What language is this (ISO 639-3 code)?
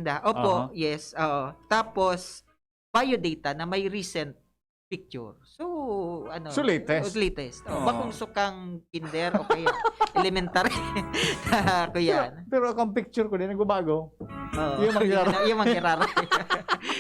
bik